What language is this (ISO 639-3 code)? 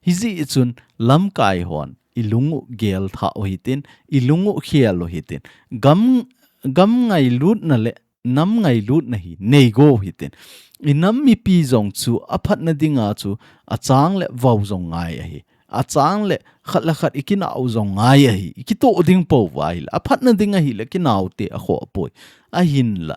tcz